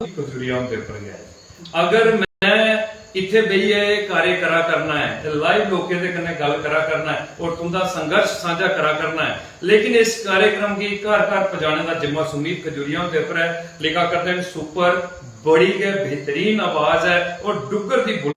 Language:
Dogri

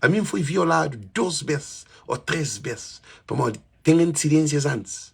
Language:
Kabuverdianu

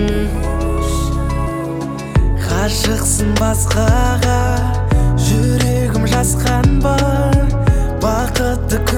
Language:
Kazakh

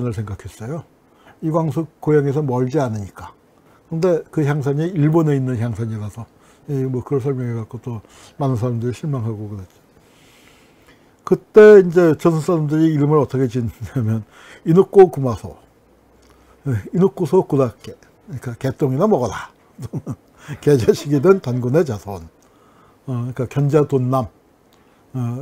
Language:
Korean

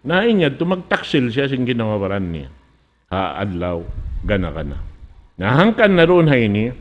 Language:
Tausug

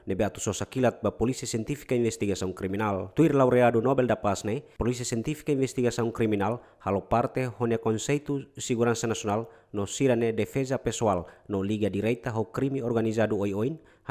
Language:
Tetum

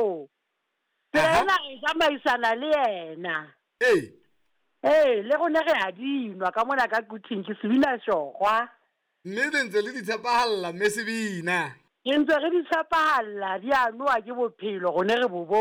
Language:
Southern Sotho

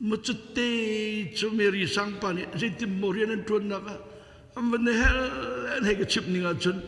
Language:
Hakha Chin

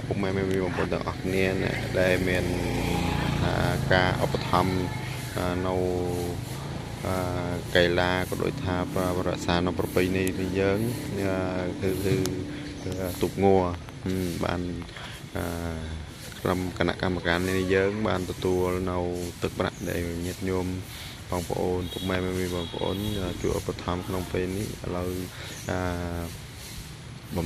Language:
Khmer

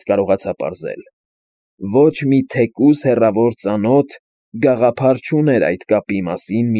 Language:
Armenian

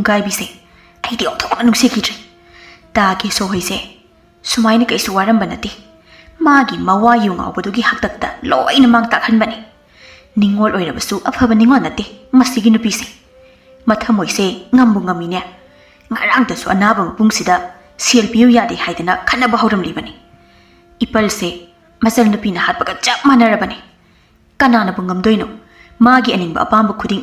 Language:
Manipuri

